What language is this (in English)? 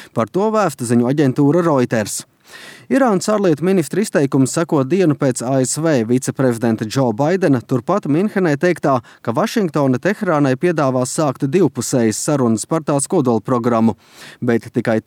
Latvian